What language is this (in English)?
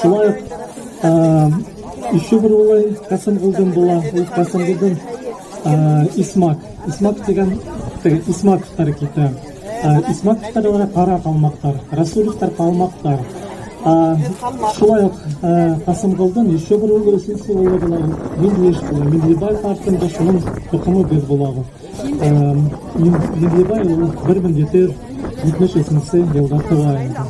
Bashkir